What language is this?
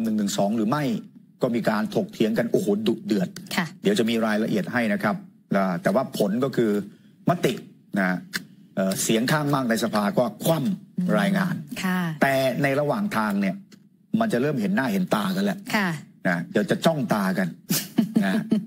Thai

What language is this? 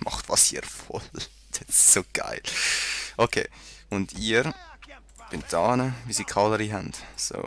Swiss German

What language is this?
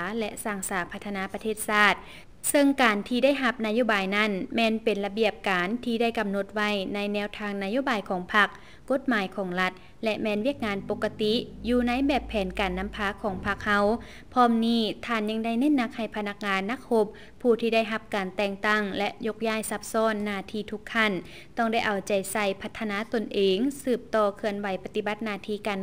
Lao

